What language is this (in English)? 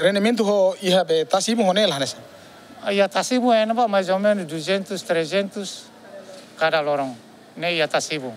Tetum